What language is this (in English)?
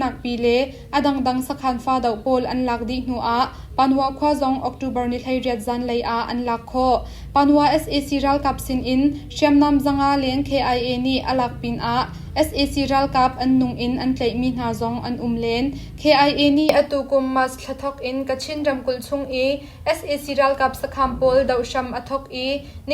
Hakha Chin